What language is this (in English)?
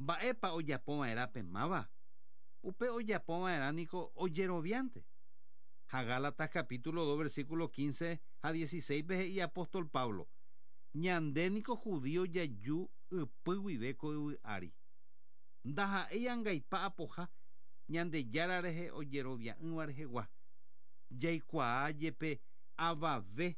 Guarani